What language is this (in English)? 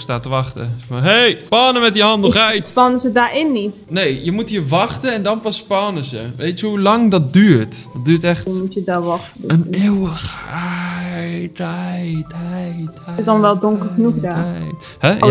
Dutch